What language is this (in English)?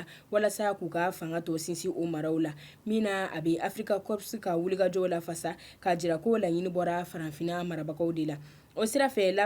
Bambara